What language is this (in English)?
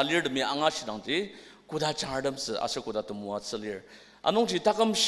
Ao Naga